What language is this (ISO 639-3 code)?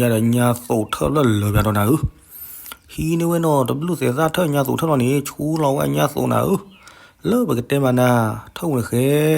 ksw